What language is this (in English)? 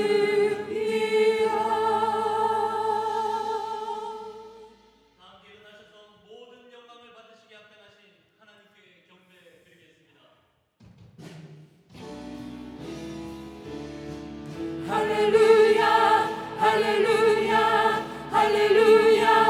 Korean